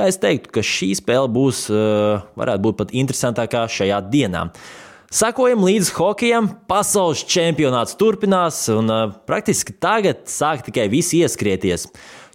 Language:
Latvian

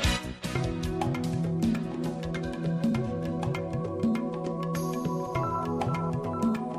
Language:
Burmese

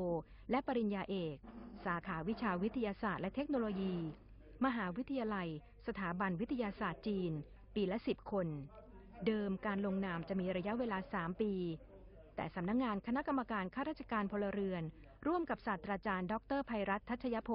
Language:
Thai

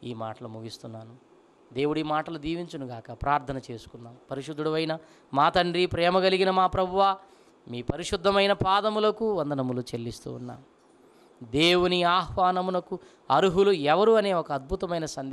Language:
Telugu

